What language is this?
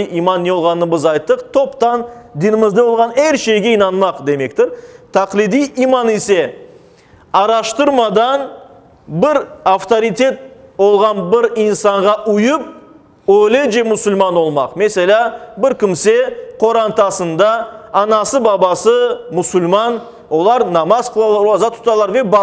Crimean Tatar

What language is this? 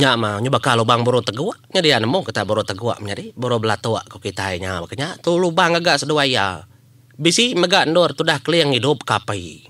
Iban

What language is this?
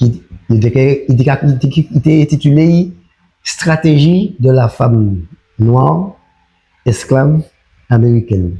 Guadeloupean Creole French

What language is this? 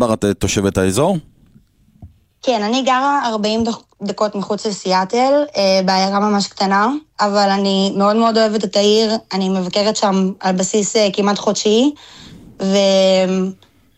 Hebrew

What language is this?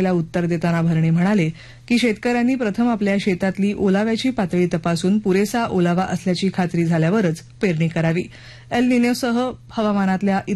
Marathi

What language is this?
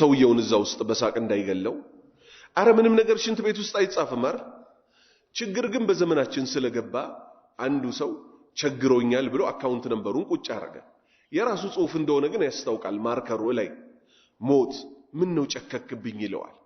Amharic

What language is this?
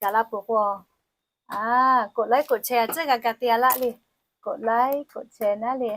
Lahu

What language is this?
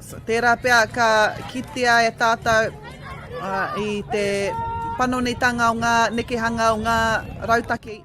Māori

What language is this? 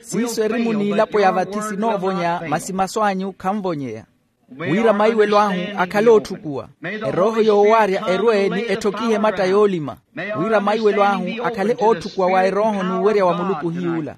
Makhuwa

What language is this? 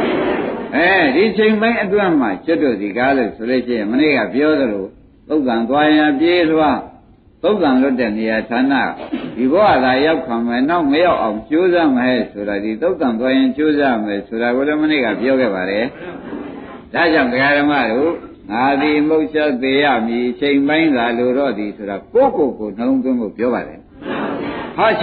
Burmese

